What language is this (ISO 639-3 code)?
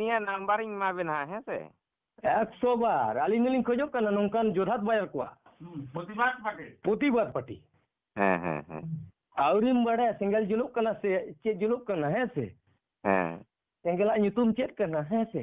sat